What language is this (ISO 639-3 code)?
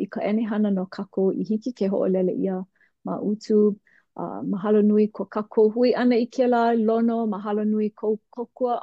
haw